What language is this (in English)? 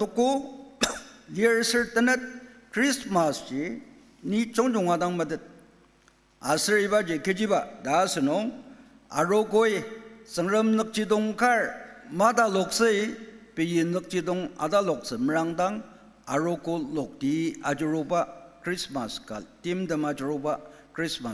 Ao Naga